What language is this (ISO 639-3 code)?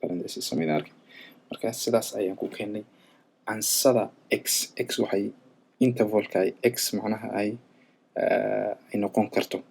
som